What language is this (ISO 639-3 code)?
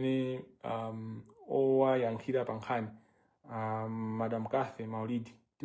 nya